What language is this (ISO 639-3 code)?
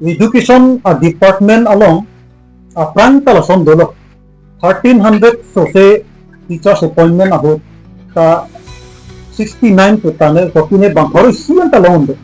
mjw